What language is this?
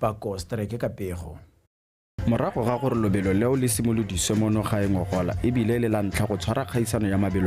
Tswana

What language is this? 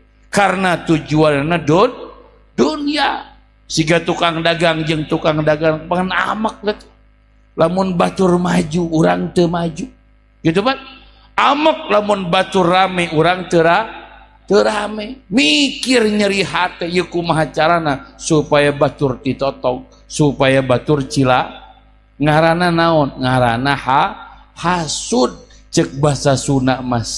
Sundanese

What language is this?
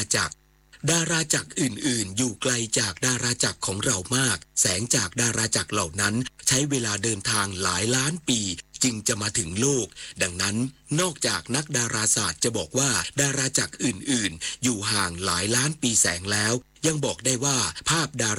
Thai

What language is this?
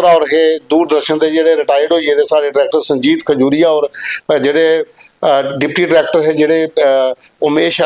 Dogri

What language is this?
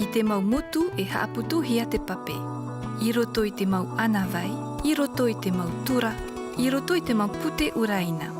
Tahitian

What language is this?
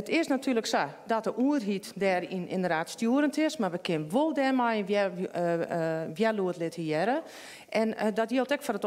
Western Frisian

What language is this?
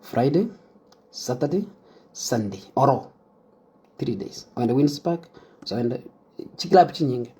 Gusii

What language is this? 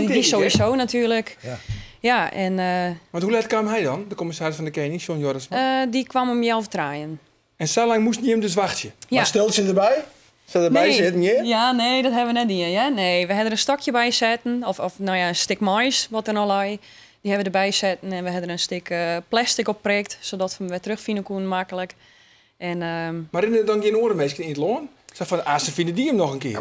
Western Frisian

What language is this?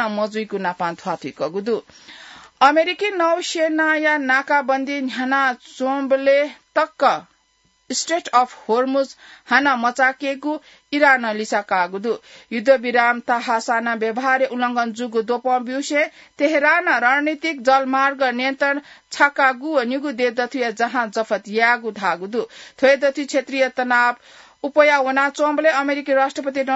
Newari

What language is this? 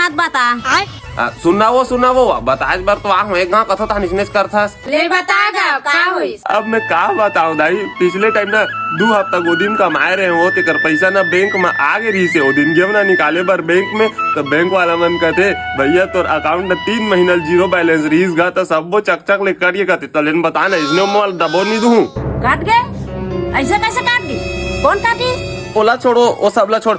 Chhattisgarhi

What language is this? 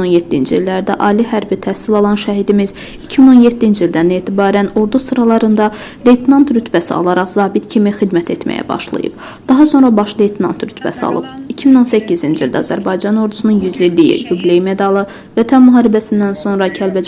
Azerbaijani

